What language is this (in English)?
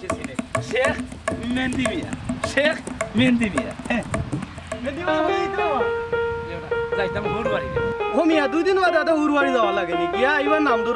Sylheti